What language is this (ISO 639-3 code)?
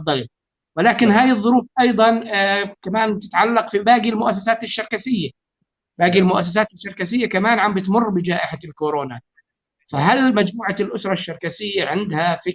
apc